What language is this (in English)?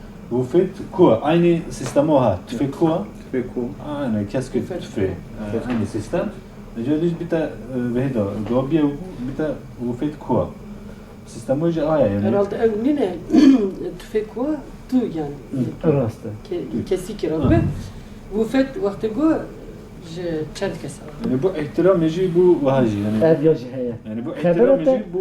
Kurdish